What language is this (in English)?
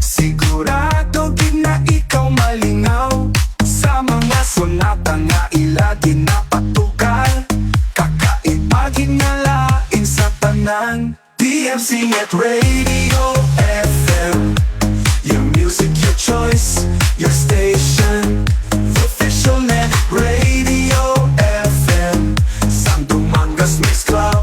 Hiligaynon